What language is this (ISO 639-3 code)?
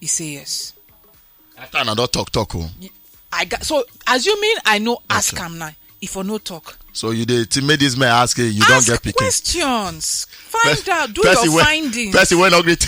pcm